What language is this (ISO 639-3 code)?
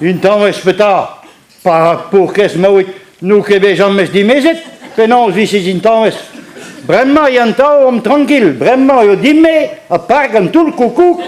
bre